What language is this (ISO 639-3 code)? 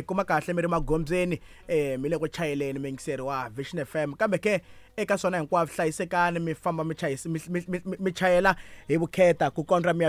tso